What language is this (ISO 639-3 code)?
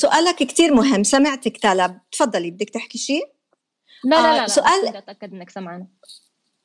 apc